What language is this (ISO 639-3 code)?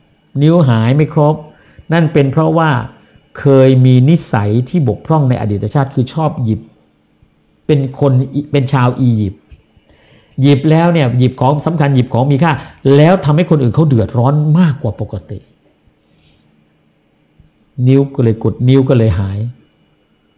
tha